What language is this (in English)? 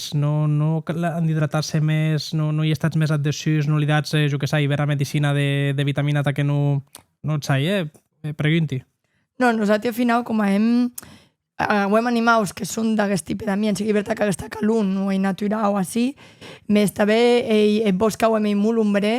Occitan